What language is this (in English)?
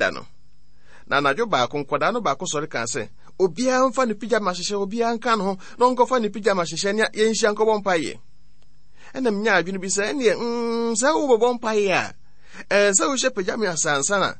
Akan